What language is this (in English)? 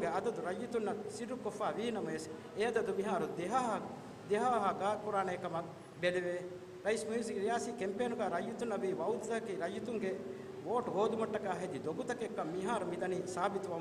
Divehi